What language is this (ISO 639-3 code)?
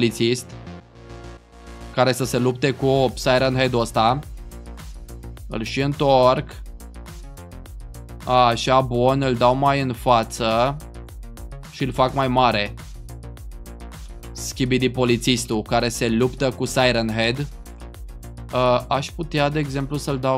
ron